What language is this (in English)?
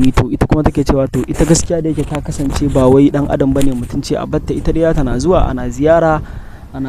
Hausa